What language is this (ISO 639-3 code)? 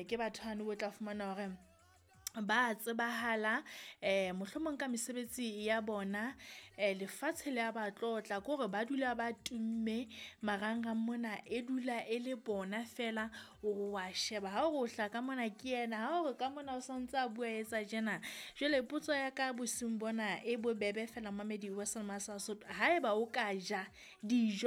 sot